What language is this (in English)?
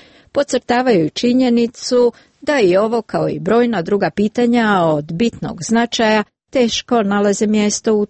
Croatian